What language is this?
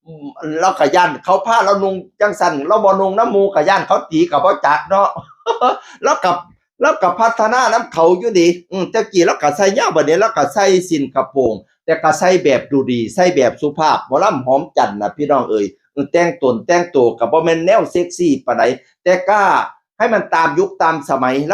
Northeastern Thai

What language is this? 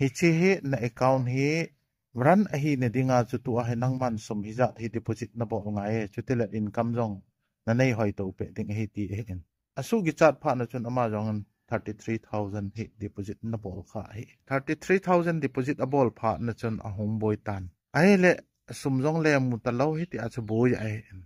Thado Chin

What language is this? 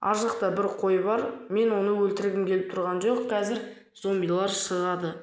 Kazakh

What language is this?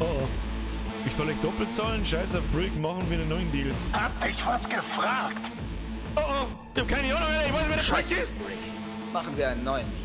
Bavarian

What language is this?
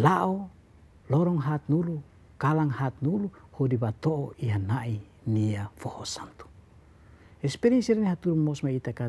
Tetum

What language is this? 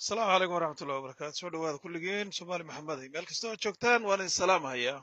Somali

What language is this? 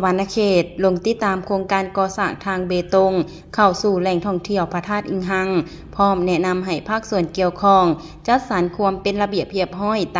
Lao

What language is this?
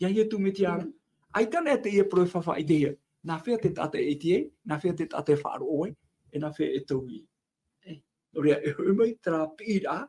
Tahitian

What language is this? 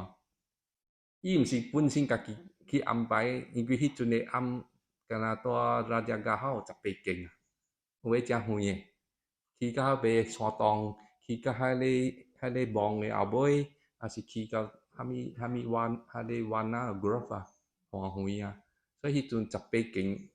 Min Nan Chinese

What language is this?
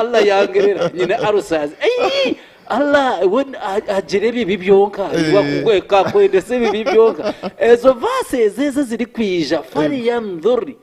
Nyankole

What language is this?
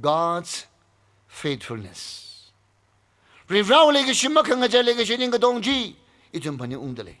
Tangkhul Naga (India)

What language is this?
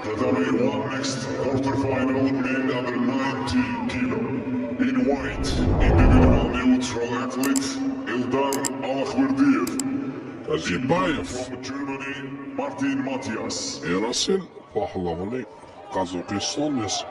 Tajik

